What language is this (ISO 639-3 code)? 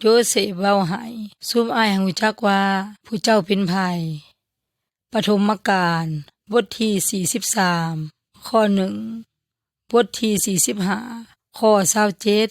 yoy